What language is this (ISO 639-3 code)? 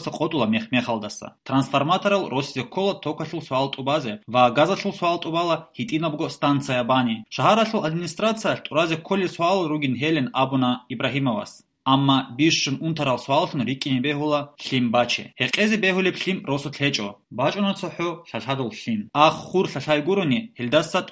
ava